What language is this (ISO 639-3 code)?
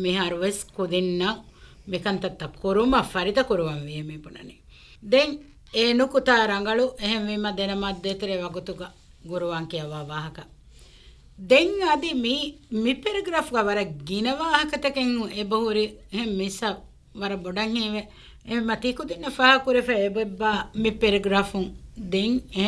div